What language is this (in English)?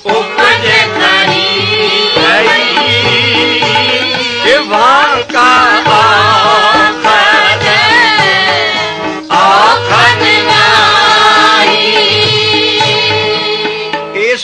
Punjabi